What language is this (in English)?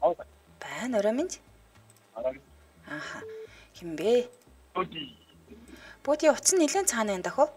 Mongolian